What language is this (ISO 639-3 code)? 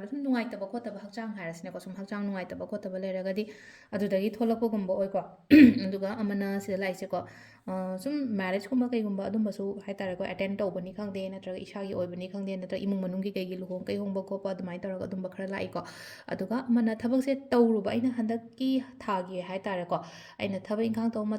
mni